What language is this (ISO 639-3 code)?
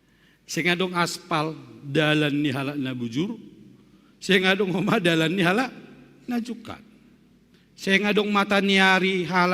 bts